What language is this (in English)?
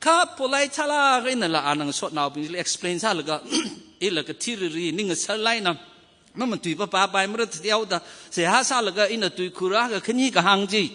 Tangkhul Naga (India)